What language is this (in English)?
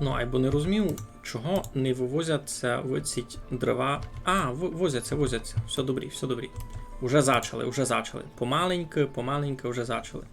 Rusyn